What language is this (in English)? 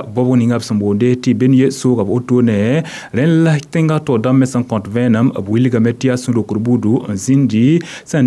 Mossi